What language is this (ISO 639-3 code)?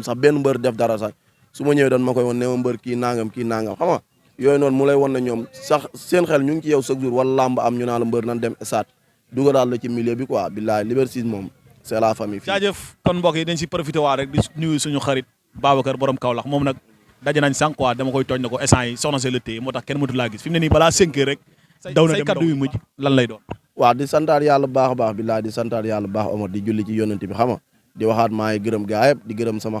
wol